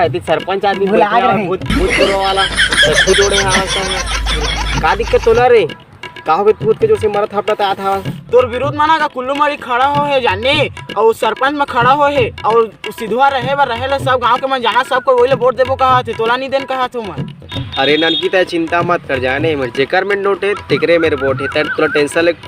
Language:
Chhattisgarhi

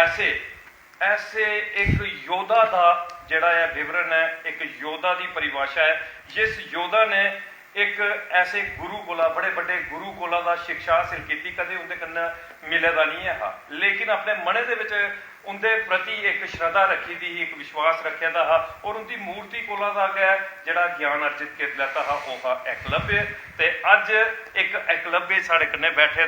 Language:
Dogri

